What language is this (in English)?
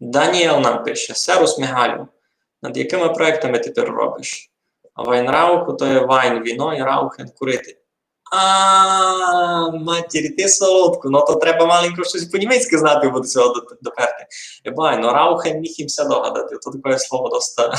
Rusyn